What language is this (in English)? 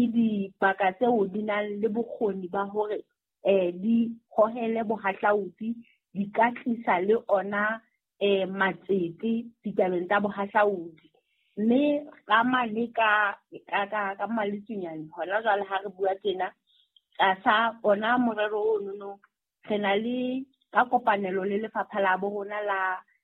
Southern Sotho